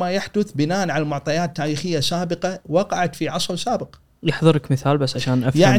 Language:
Gulf Arabic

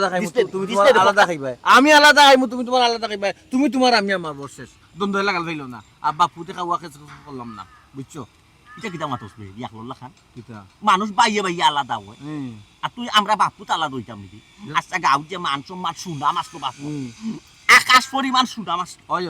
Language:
Sylheti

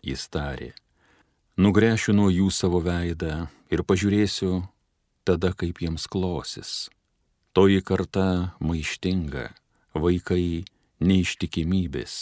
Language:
Lithuanian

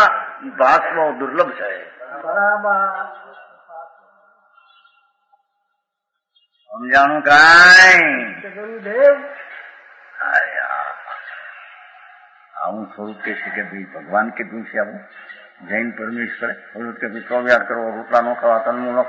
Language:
Gujarati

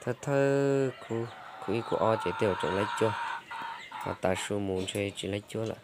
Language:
Hmong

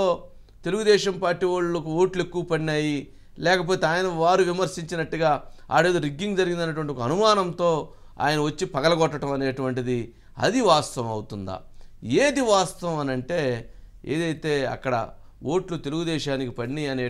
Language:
Telugu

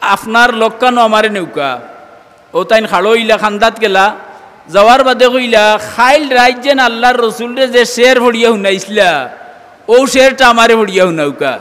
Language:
Sylheti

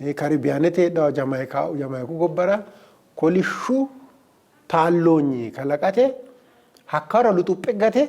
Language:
Sidamo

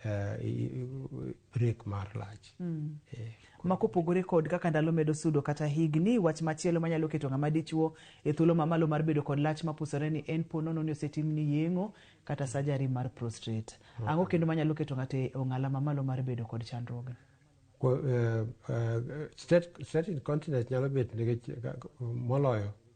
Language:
Luo (Kenya and Tanzania)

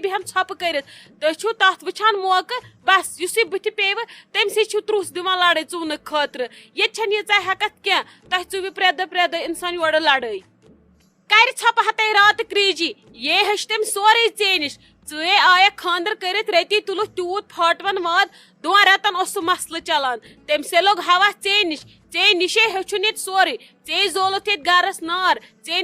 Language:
Kashmiri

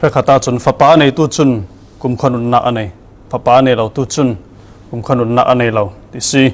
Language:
Falam Chin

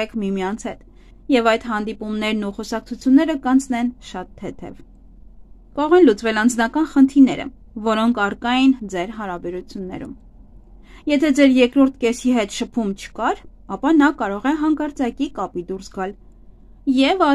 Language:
Armenian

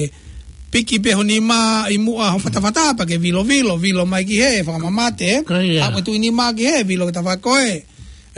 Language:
Tongan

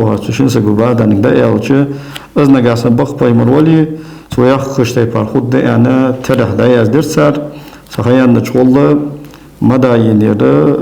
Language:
Ingush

